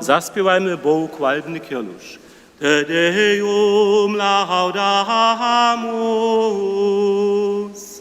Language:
Upper Sorbian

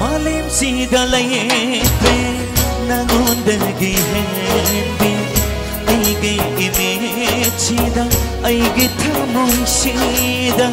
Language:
Manipuri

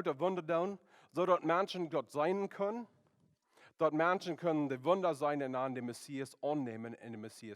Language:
Plautdietsch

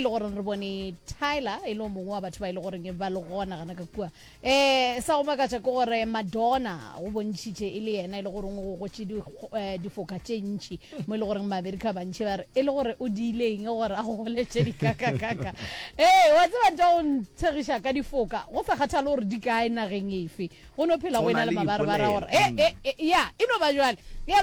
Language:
Northern Sotho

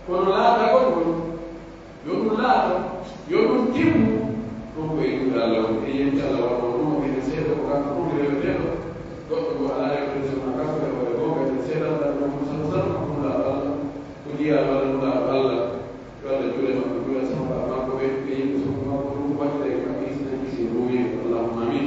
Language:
Pular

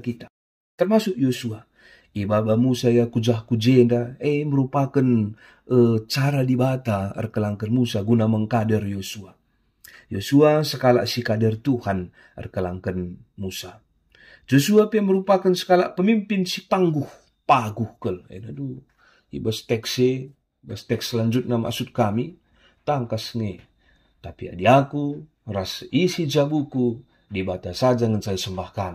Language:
Batak Karo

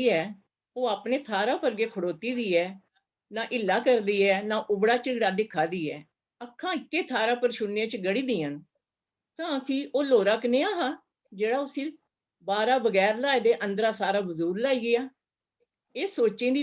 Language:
Dogri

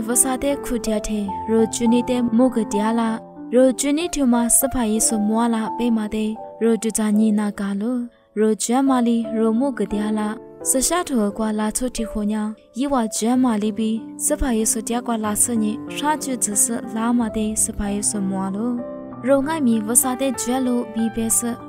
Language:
Lisu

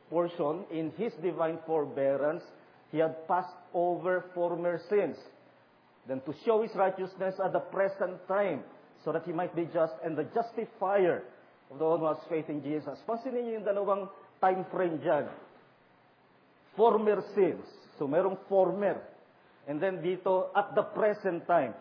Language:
Filipino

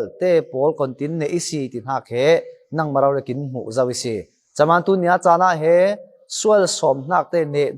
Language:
Falam Chin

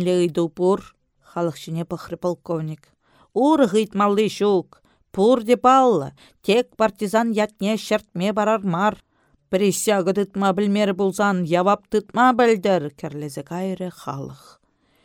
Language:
Chuvash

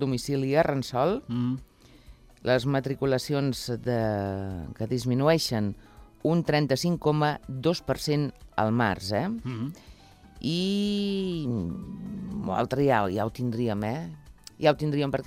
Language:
Catalan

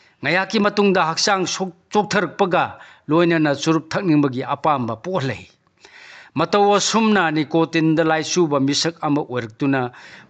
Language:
Manipuri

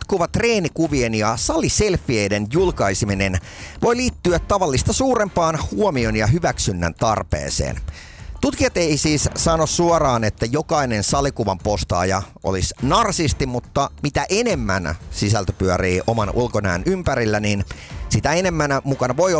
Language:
Finnish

